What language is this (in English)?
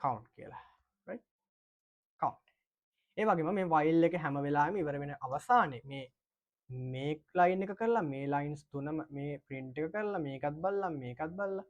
Sinhala